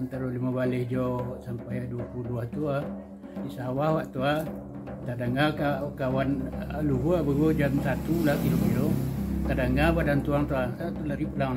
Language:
Minangkabau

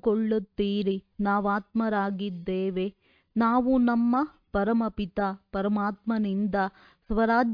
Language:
Kannada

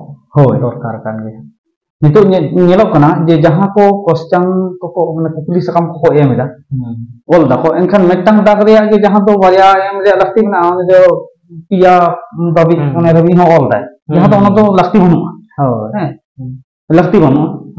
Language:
Santali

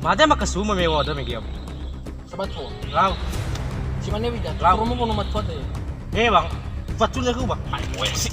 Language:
Nias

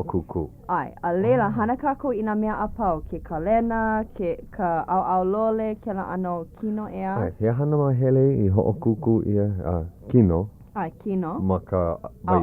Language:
Hawaiian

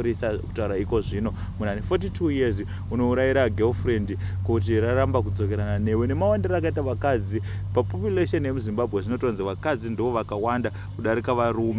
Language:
Shona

